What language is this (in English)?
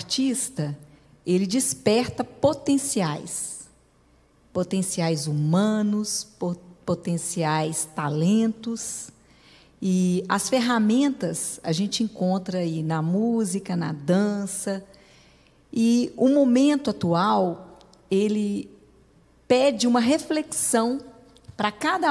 Portuguese